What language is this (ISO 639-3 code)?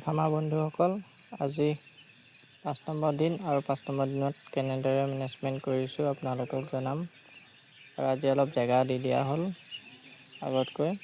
asm